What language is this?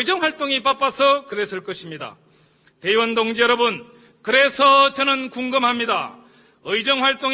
Korean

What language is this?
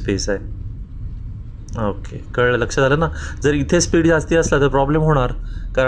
Marathi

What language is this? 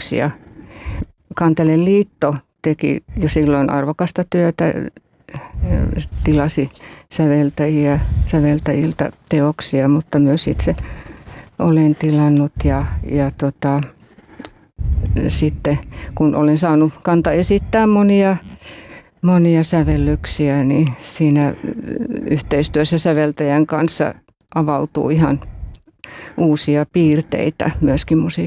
Finnish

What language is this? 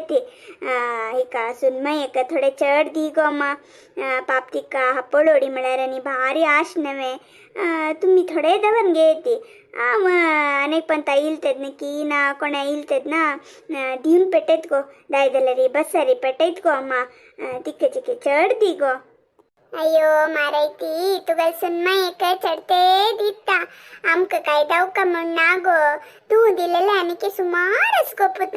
Konkani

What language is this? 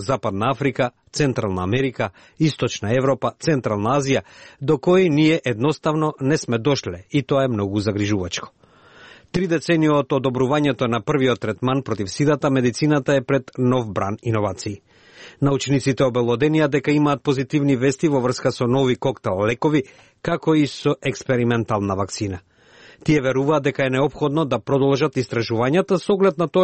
Macedonian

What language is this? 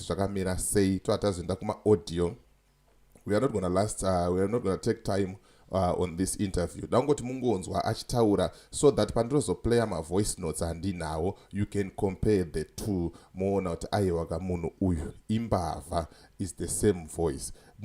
Shona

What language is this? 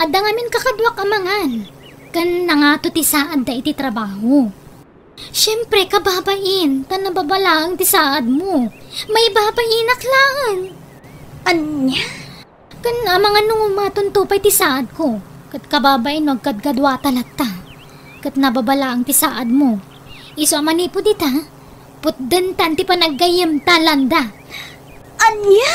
Iloko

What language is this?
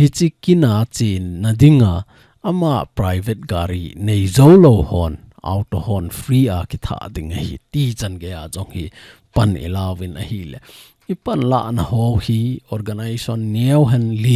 Thado Chin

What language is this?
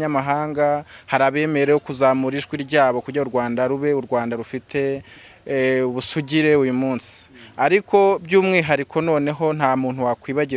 Kinyarwanda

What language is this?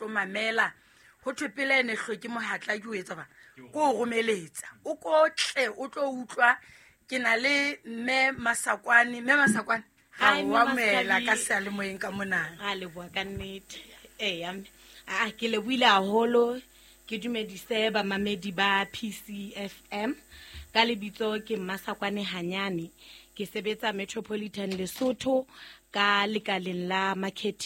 Southern Sotho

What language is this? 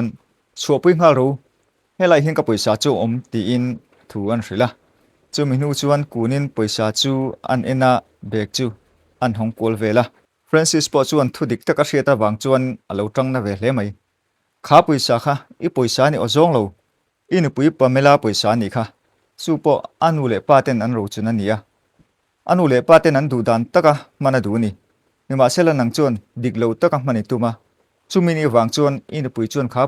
Mizo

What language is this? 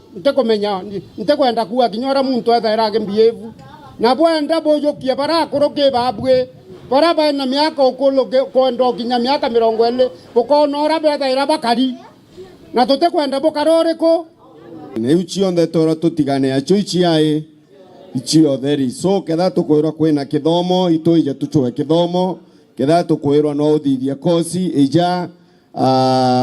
Meru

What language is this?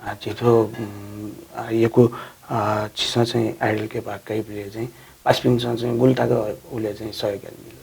Newari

